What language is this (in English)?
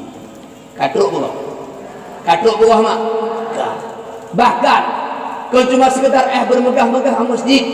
Achinese